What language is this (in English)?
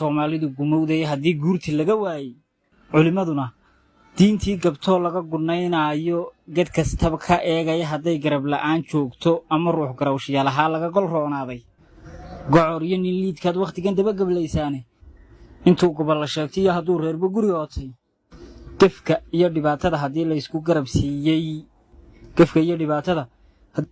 Somali